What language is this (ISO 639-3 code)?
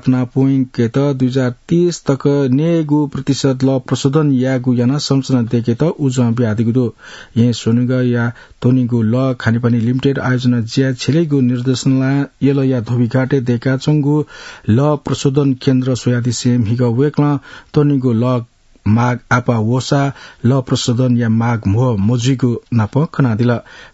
new